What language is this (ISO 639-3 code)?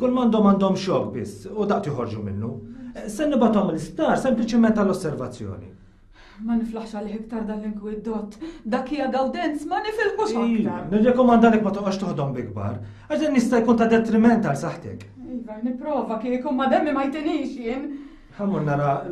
mlt